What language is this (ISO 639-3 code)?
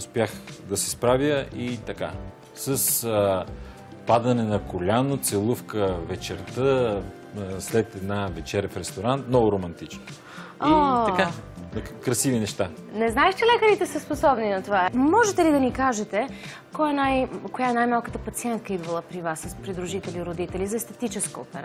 bul